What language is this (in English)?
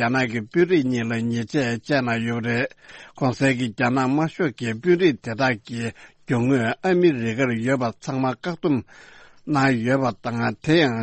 Tibetan